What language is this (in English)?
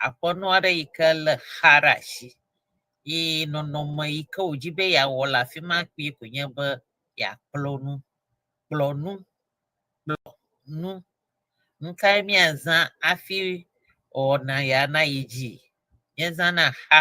Ewe